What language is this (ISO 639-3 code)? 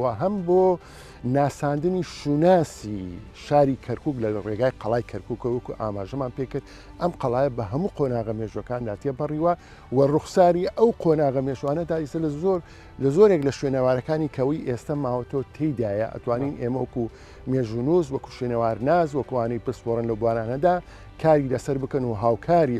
ckb